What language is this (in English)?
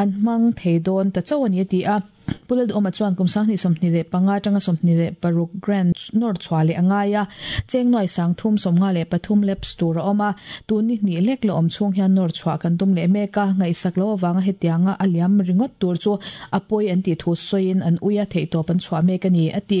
Mizo